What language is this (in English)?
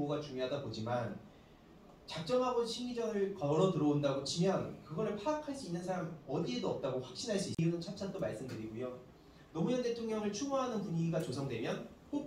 Korean